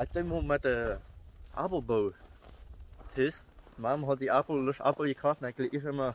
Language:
Plautdietsch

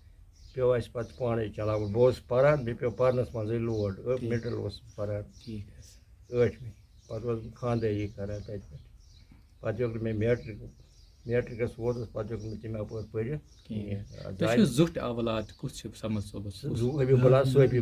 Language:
Kashmiri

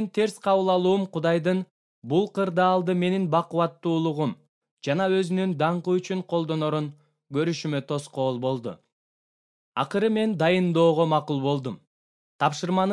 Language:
Kyrgyz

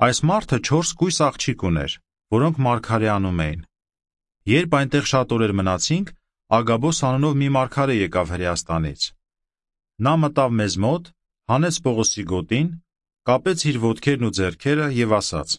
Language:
Armenian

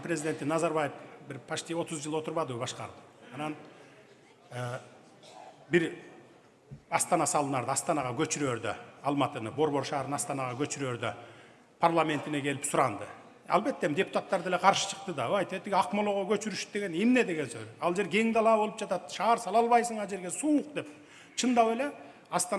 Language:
Kyrgyz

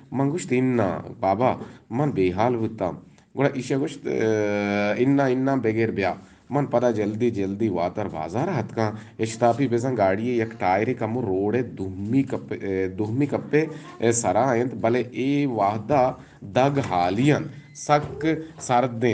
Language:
Eastern Balochi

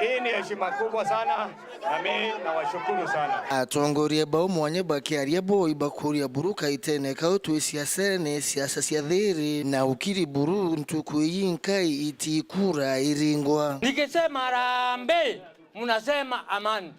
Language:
Meru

